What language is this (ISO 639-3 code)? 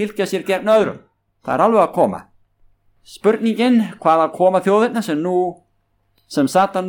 isl